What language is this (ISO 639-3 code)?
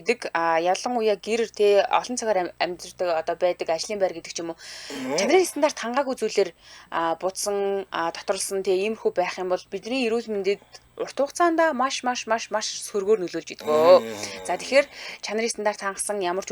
mon